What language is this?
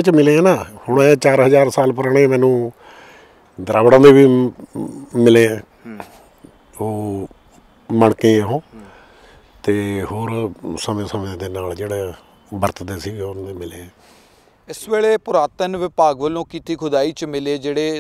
Punjabi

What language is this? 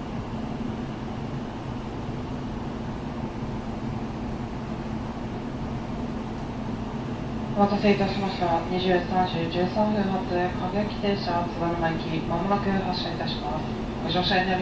Japanese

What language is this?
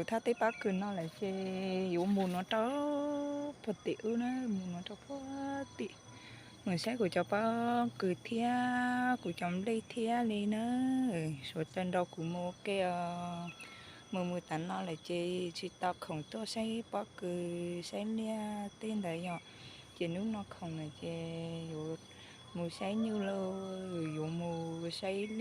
Hmong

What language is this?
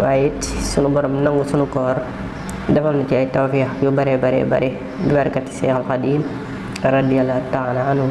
Wolof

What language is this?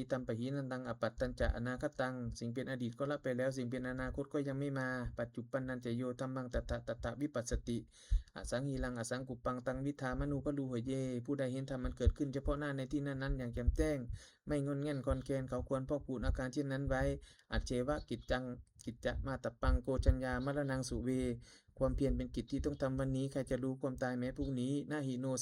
Pali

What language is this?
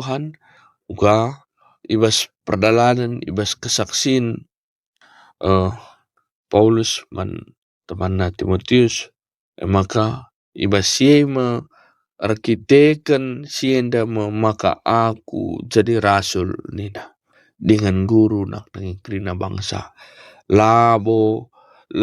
Batak Karo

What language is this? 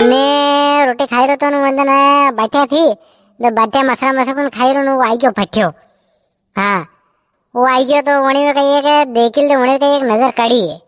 Rajasthani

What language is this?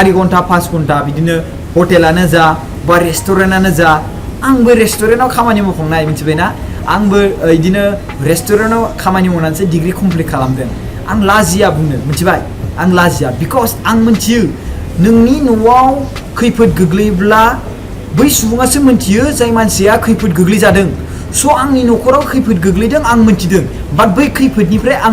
Bodo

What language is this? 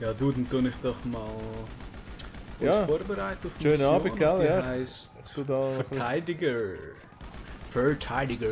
Swiss German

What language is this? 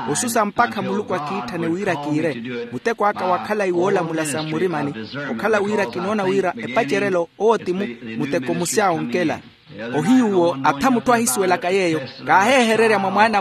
Makhuwa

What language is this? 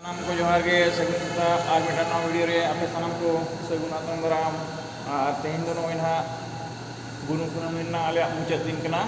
Santali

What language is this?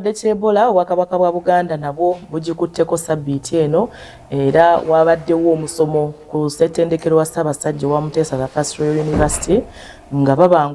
Ganda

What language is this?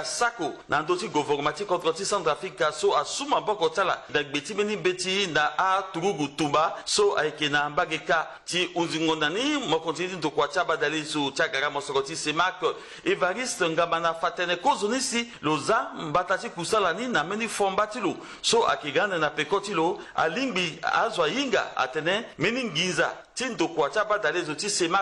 Sango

